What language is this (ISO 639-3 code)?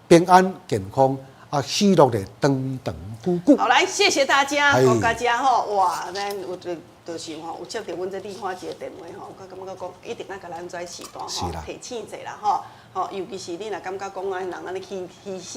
nan